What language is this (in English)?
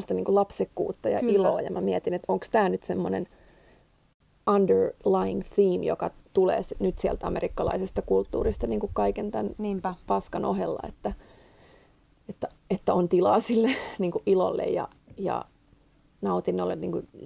Finnish